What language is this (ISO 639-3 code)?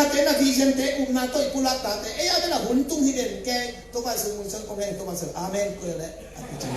ctd